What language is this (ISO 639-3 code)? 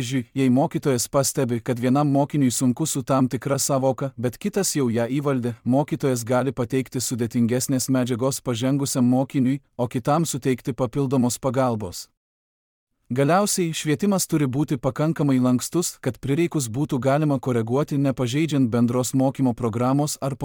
lit